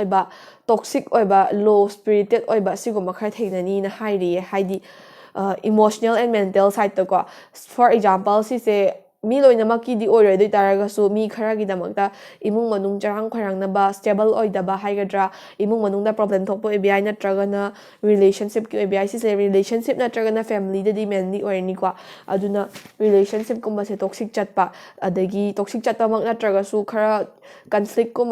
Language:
Manipuri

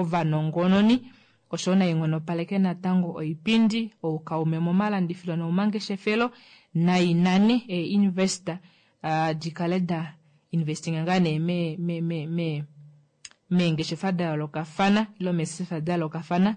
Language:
Kuanyama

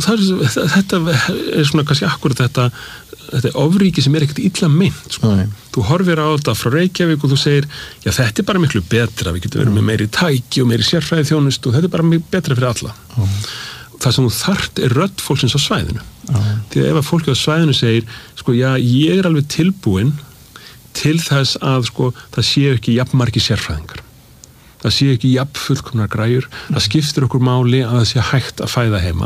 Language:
Icelandic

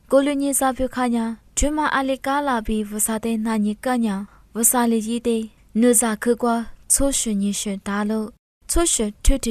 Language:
Lisu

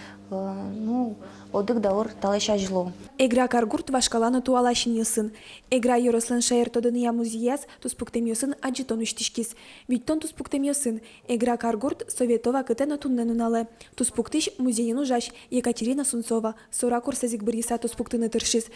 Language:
Udmurt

